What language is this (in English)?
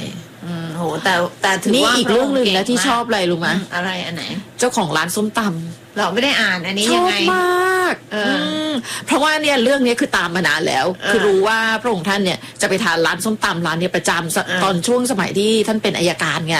Thai